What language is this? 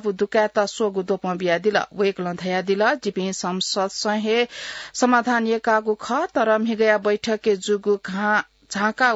Newari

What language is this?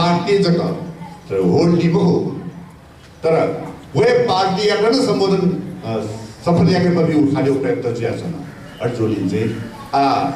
Newari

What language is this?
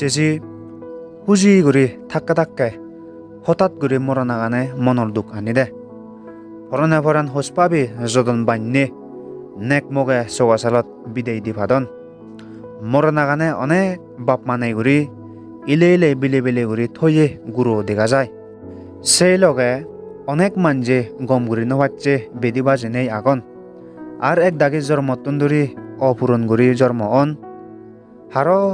Chakma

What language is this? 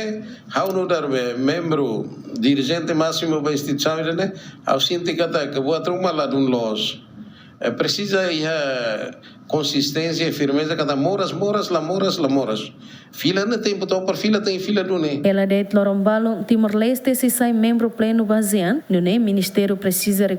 Tetum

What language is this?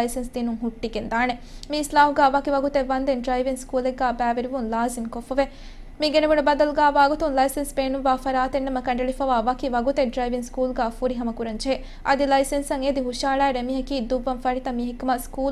Divehi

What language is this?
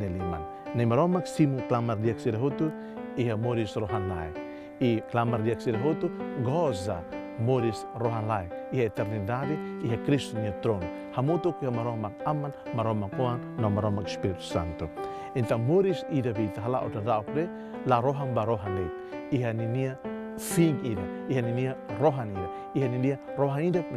Tetum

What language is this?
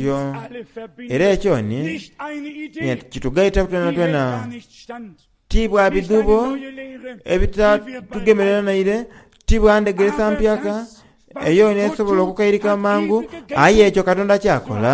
Soga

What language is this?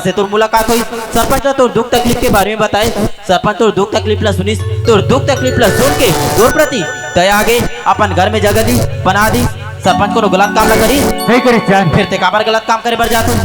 Chhattisgarhi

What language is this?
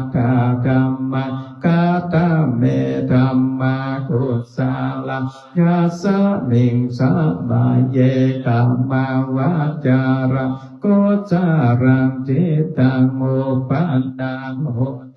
Pali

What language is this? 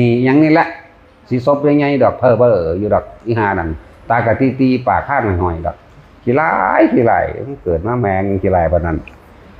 Northeastern Thai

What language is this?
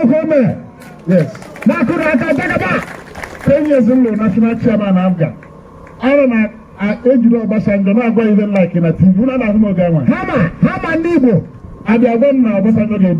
Igbo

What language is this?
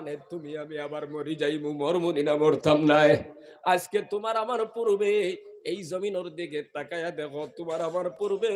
Sylheti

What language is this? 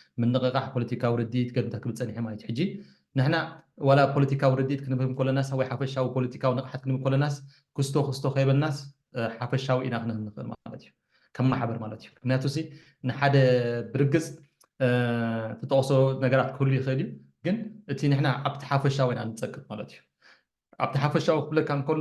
Tigrinya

